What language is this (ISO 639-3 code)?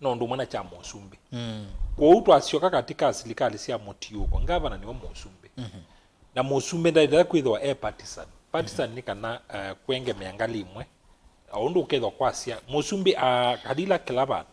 kam